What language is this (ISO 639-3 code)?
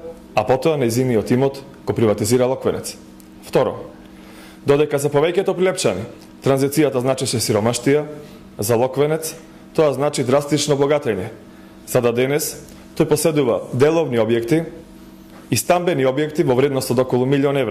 mkd